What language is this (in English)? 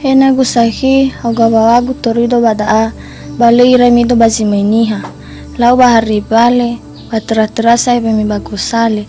Nias